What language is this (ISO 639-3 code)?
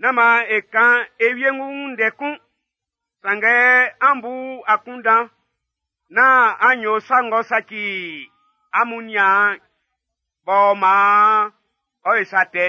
bci